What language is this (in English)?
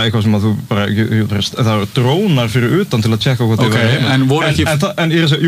Icelandic